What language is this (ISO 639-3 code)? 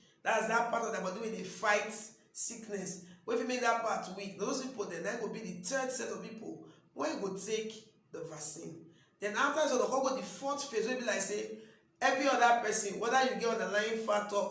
pcm